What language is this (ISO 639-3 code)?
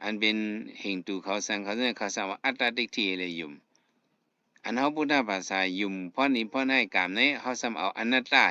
shn